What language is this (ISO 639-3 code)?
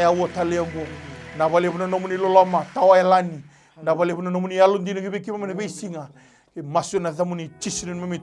fij